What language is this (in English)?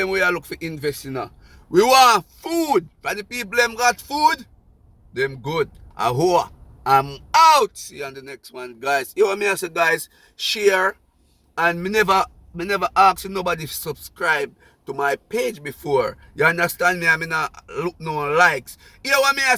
Jamaican Creole English